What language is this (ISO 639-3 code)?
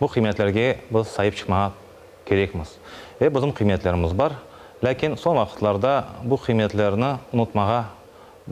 crh